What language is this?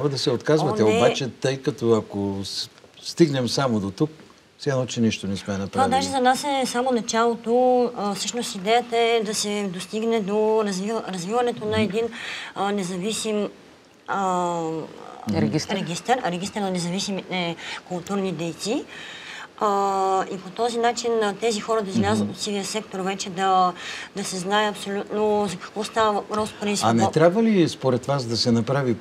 Bulgarian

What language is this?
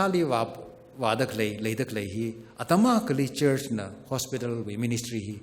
Tangkhul Naga (India)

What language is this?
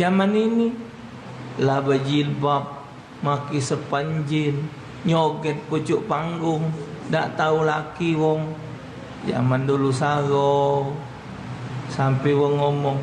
Musi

